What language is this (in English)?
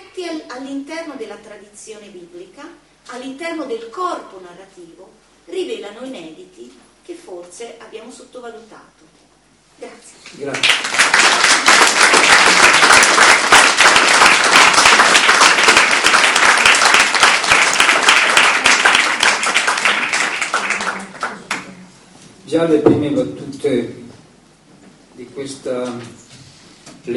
Italian